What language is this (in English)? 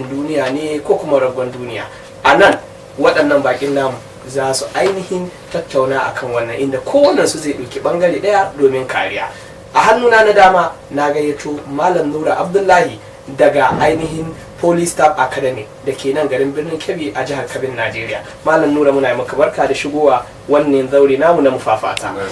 Hausa